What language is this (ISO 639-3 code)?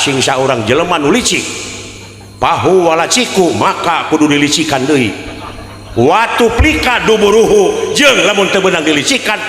sun